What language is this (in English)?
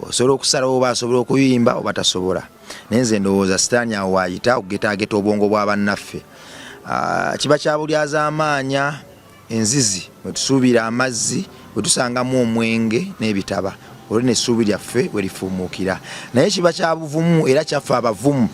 Ganda